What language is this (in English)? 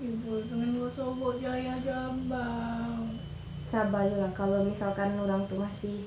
Minangkabau